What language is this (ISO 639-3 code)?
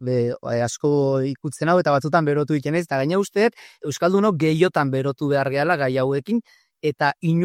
eus